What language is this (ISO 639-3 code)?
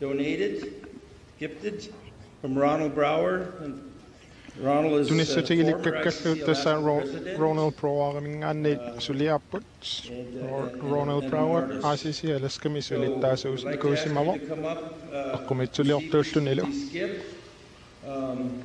kal